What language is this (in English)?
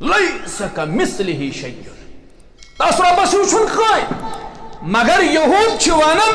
Kashmiri